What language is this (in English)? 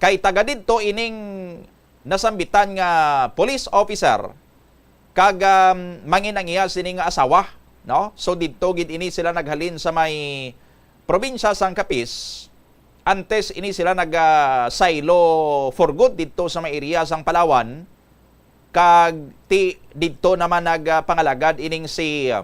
Hiligaynon